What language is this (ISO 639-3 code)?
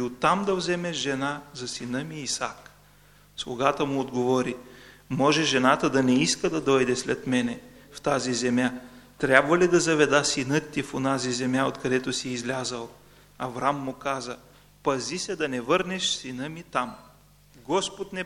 bul